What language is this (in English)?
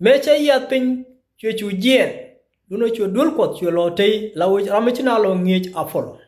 Nuer